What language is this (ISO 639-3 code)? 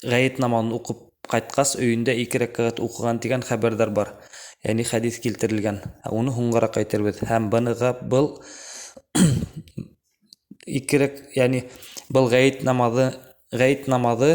bak